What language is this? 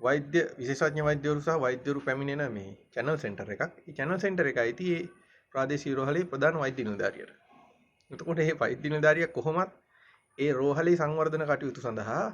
Sinhala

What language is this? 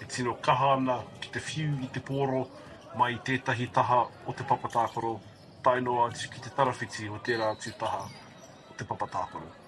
Māori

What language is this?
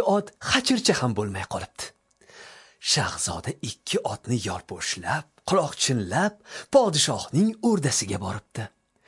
Uzbek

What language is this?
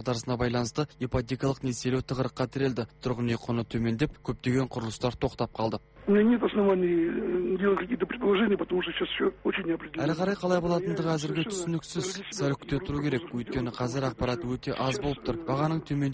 Kazakh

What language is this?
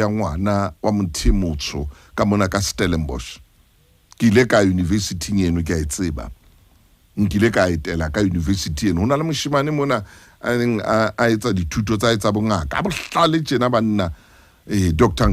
Southern Sotho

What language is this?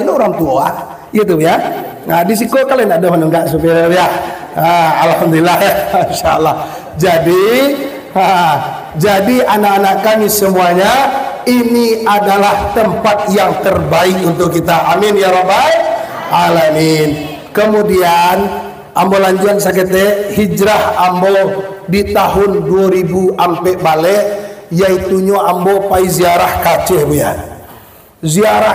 Minangkabau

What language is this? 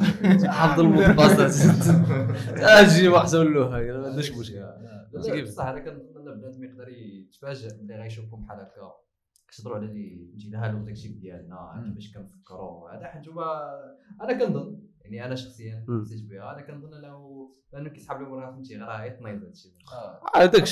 Moroccan Arabic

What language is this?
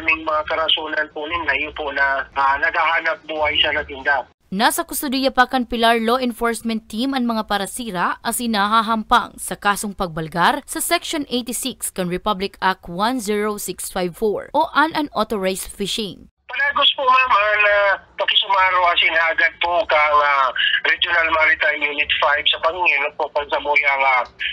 Bikol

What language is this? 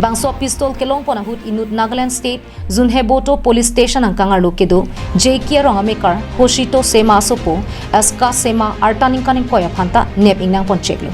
Karbi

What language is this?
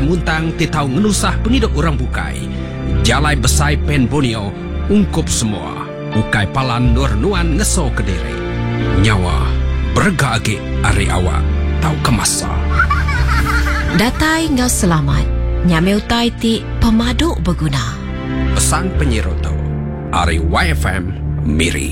Iban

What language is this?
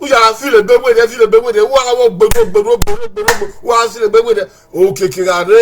Bini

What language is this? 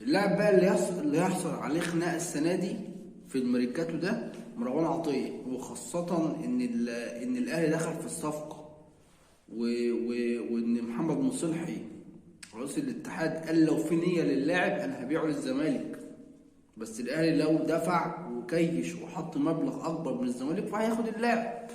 Egyptian Arabic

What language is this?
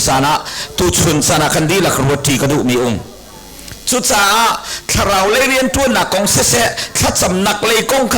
Hakha Chin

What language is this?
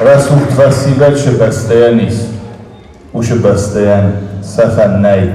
Ossetic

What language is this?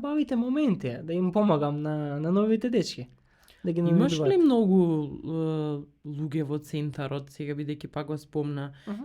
Macedonian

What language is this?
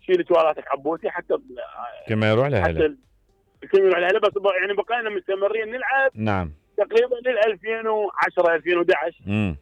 Mesopotamian Arabic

